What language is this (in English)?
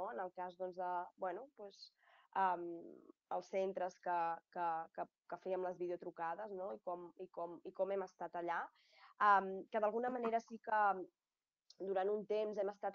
Catalan